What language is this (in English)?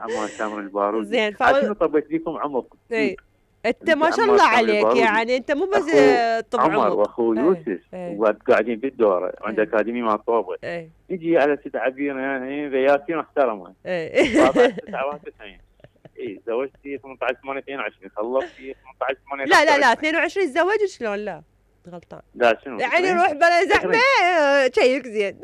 Mesopotamian Arabic